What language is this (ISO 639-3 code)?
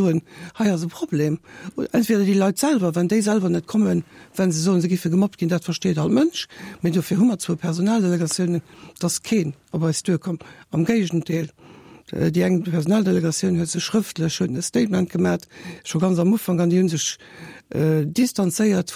ltz